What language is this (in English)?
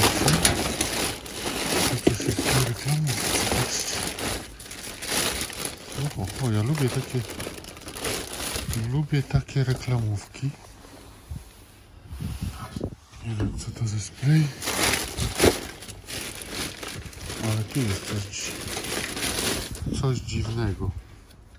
Polish